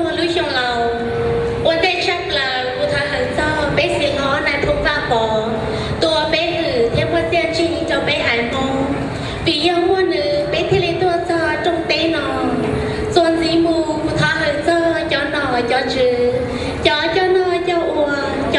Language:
Hmong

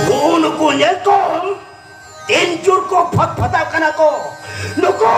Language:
Santali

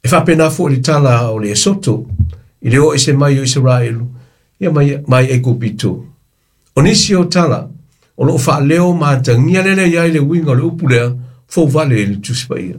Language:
Samoan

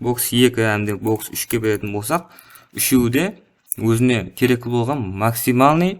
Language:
Kara-Kalpak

